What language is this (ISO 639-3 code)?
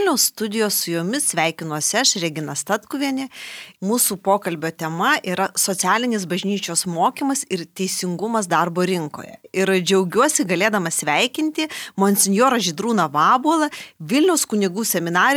lit